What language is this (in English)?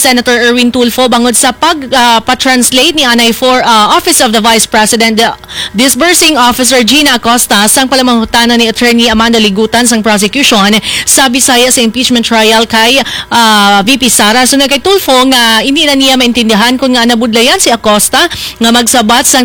Hiligaynon